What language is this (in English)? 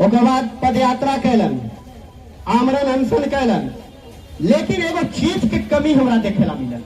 Magahi